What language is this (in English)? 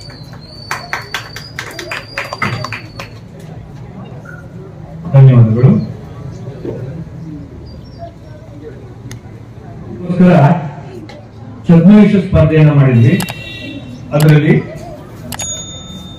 Kannada